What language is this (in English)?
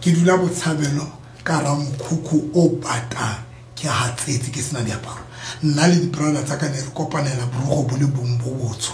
Southern Sotho